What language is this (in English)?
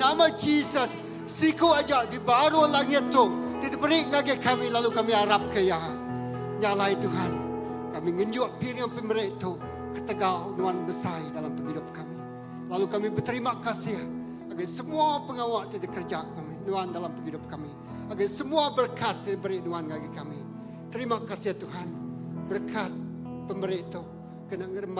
Iban